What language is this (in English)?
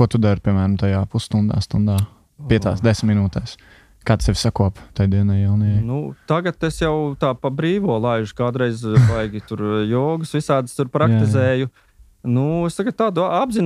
Latvian